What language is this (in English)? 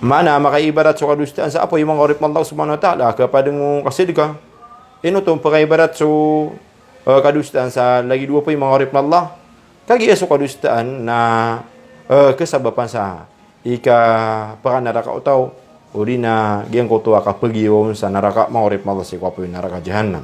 Maranao